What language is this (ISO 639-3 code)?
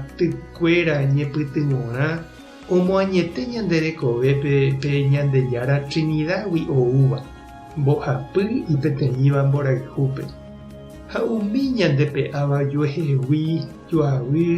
grn